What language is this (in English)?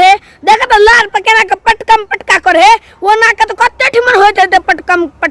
Maithili